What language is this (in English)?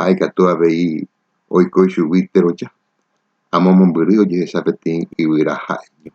Guarani